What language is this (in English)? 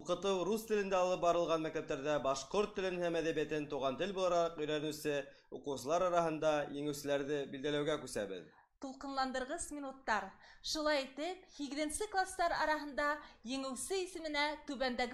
Bashkir